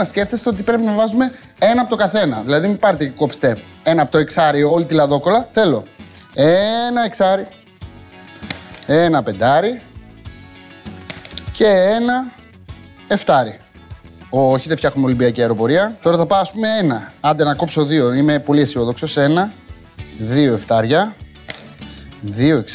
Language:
Greek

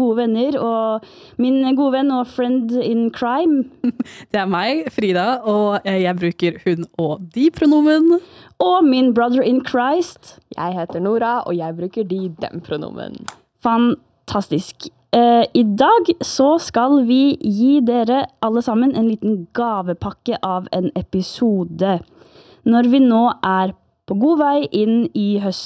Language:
Norwegian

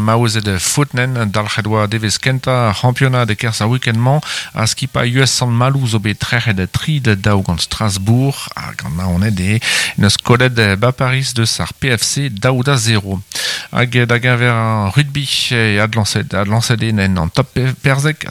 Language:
Breton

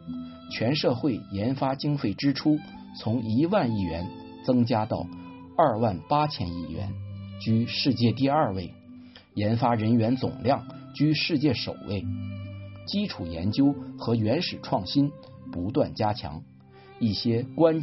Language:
Chinese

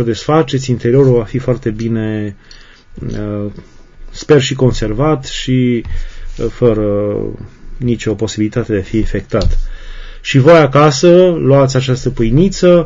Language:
Romanian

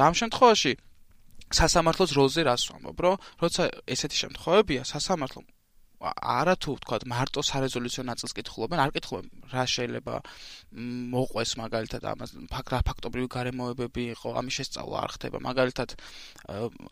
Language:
Georgian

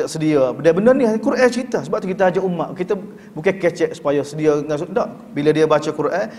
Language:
Malay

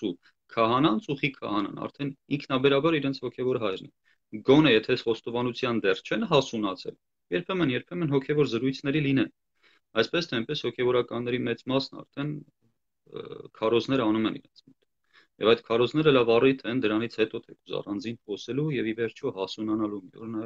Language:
Armenian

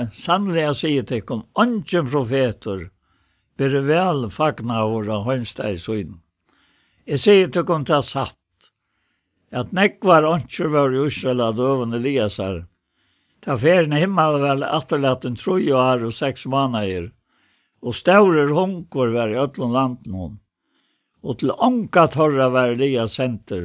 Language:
Faroese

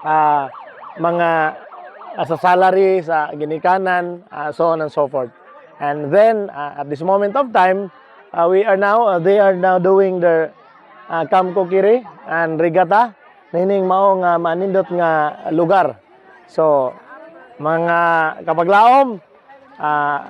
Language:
Cebuano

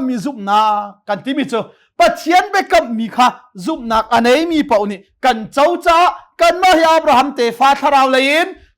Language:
Hakha Chin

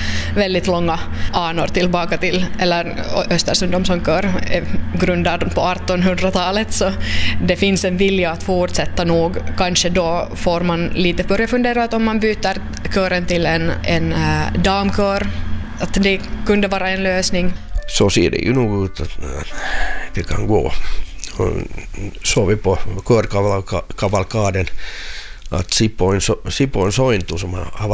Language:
Swedish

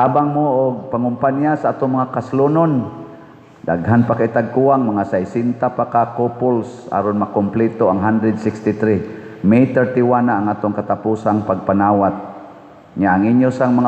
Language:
Cebuano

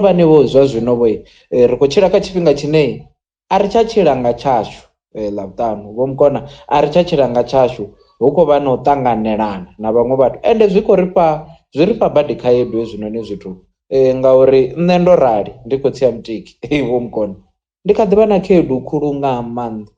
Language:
Venda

